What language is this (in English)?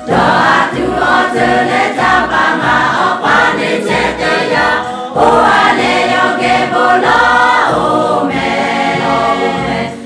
Lahu